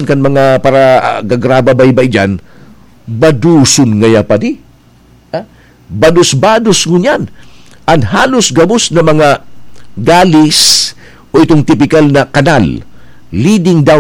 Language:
Bikol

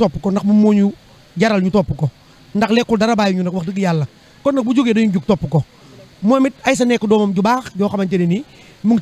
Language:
Wolof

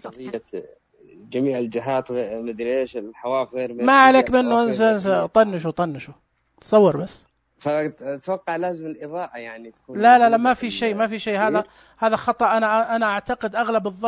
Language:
Najdi Arabic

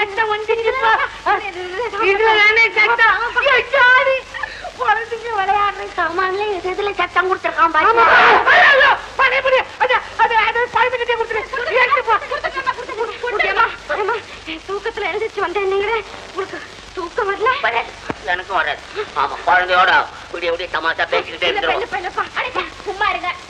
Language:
Tamil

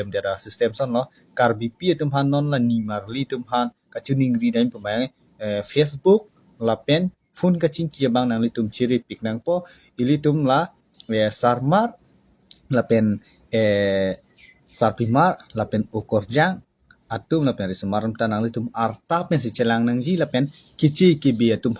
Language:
Karbi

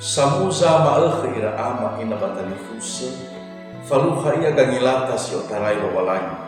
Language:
Nias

